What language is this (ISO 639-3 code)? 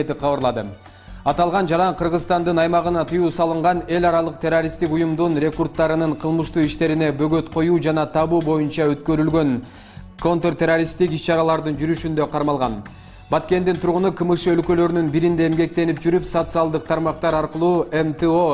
kir